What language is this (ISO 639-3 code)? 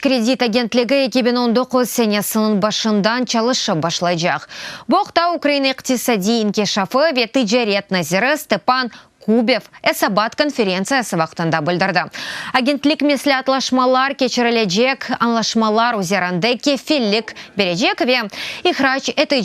crh